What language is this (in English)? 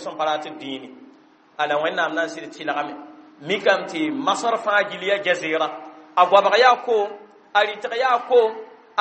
Mossi